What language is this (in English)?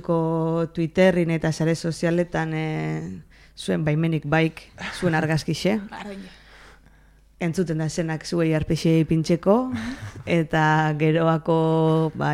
Basque